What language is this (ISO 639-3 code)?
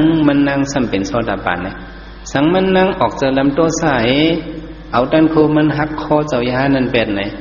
shn